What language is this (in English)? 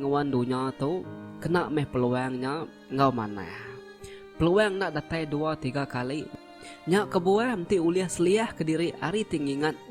Iban